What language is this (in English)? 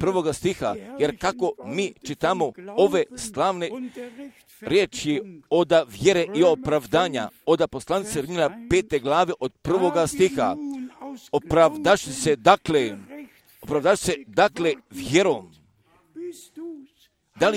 Croatian